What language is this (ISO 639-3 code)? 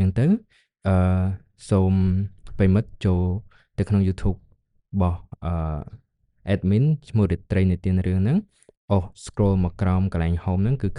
khm